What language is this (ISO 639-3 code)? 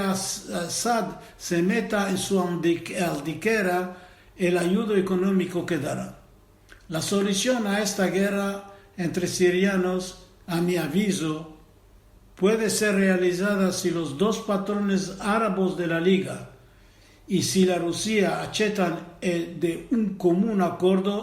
lad